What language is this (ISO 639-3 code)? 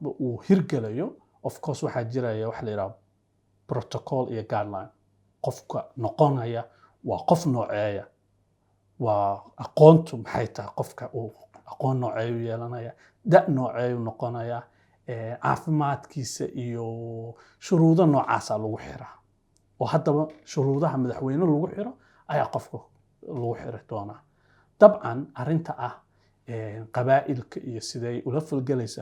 som